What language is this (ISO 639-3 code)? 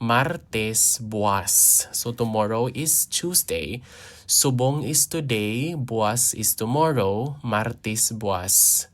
hil